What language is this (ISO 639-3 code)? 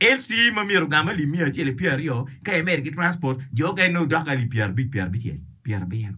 ach